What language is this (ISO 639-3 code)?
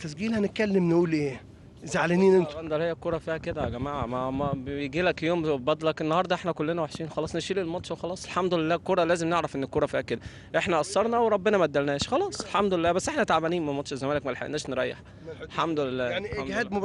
arz